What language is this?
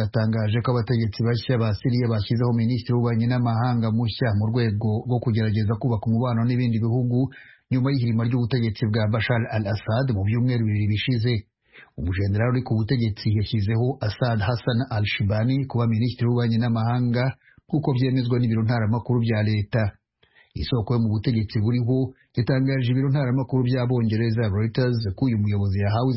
Kinyarwanda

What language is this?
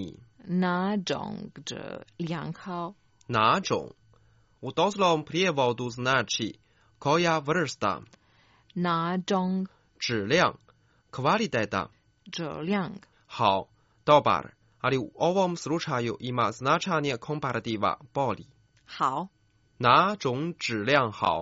Croatian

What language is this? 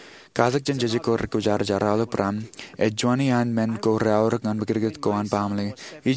Marshallese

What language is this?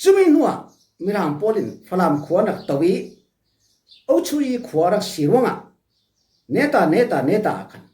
Falam Chin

